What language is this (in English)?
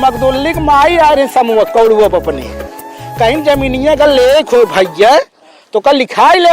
Awadhi